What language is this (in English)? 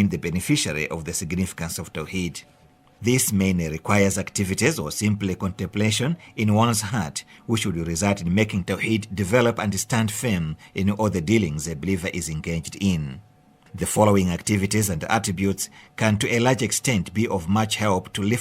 English